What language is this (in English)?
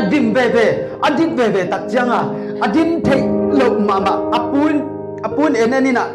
Tedim Chin